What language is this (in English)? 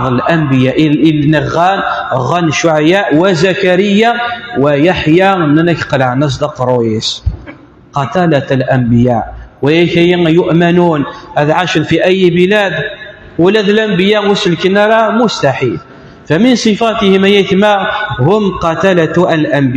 Kabyle